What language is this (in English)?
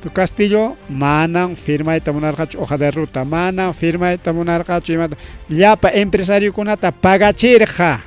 Ayacucho Quechua